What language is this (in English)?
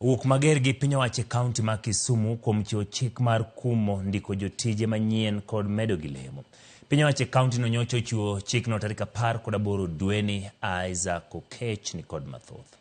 Luo (Kenya and Tanzania)